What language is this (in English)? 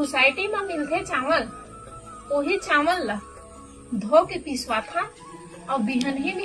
Chhattisgarhi